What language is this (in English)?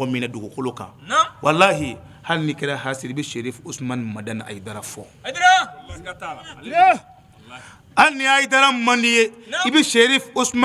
Bambara